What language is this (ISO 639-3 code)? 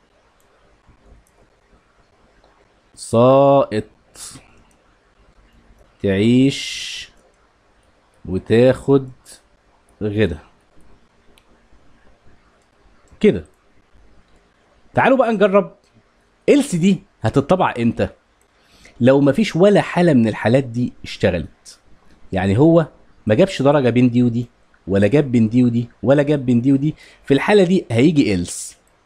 arz